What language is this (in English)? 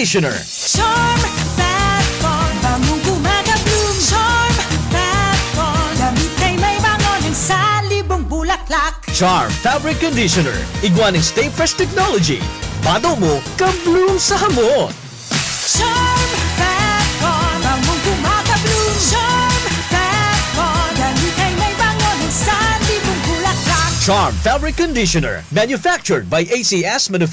Bikol